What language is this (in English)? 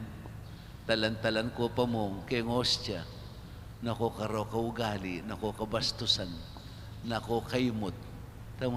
Pampanga